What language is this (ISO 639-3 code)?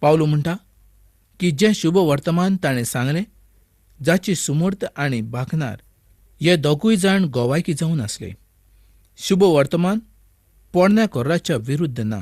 kok